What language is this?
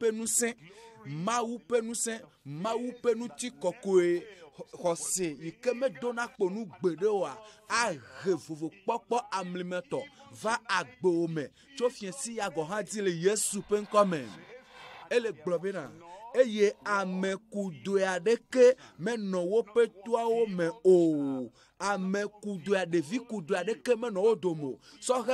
Ewe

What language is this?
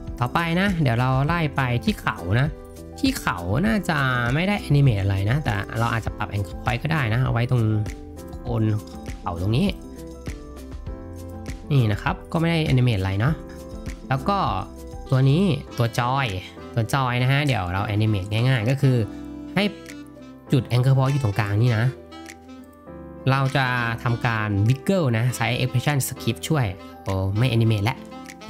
Thai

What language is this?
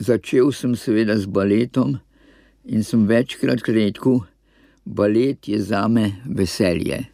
Slovenian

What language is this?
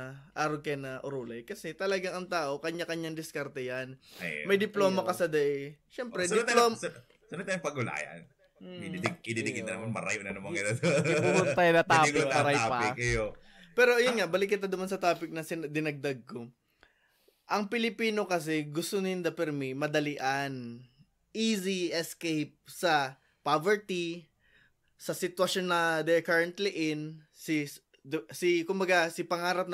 Bikol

